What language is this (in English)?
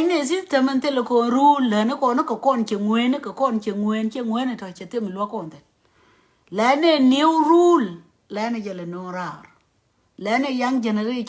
Nuer